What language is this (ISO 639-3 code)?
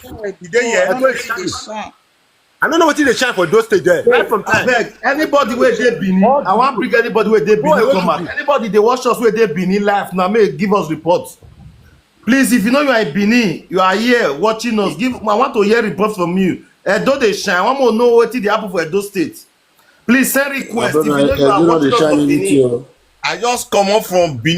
pcm